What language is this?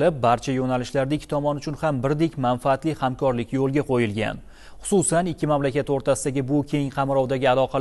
Uzbek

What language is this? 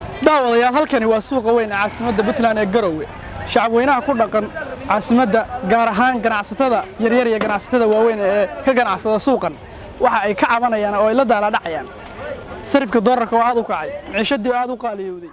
Somali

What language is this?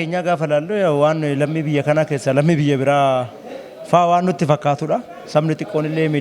Oromo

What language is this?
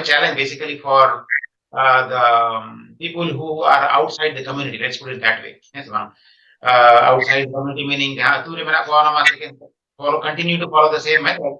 Santali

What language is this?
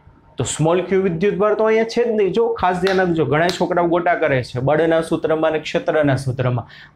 Gujarati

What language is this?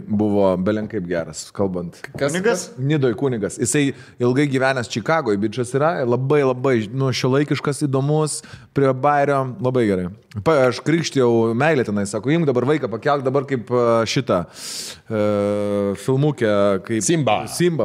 Lithuanian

